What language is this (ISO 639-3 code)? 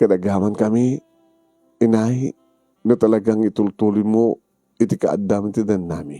ilo